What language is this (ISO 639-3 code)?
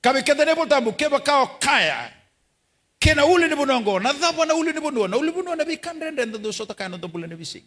fij